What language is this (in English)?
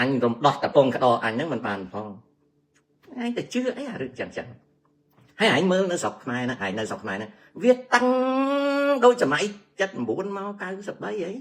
Khmer